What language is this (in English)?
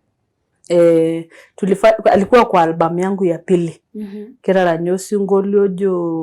Masai